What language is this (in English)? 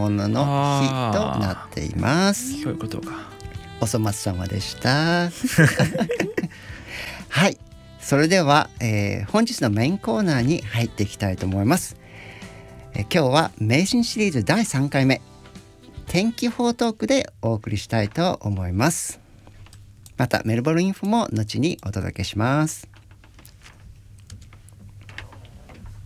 Japanese